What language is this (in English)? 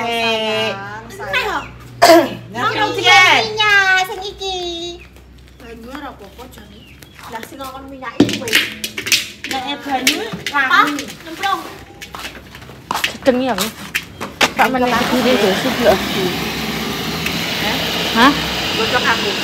Javanese